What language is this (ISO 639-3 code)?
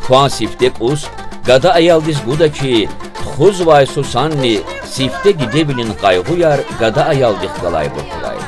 lez